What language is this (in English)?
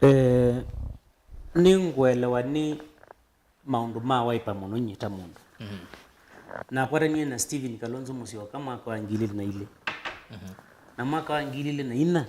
Kamba